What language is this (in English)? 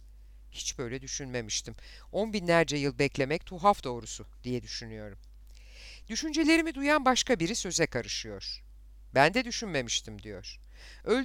Turkish